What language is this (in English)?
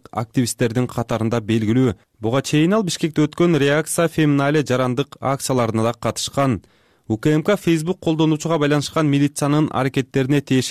Kyrgyz